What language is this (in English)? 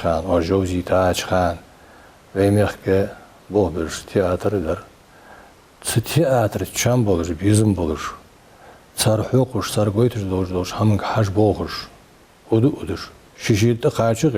Ingush